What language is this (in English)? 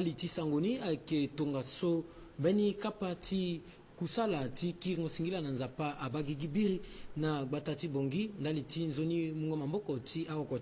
Sango